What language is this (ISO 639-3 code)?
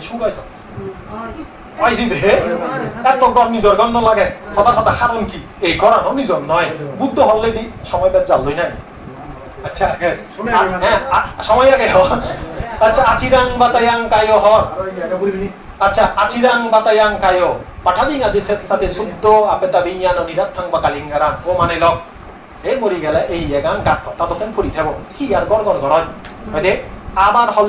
ccp